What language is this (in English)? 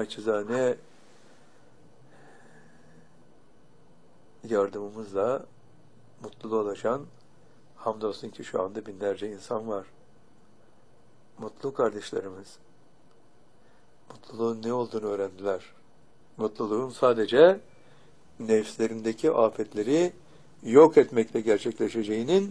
Turkish